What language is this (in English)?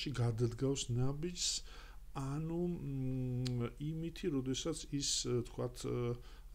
Georgian